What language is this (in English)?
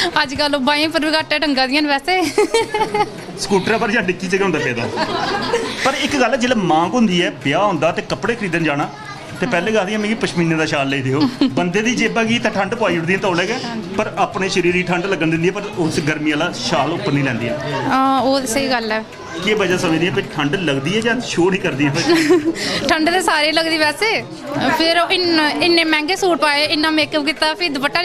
Dogri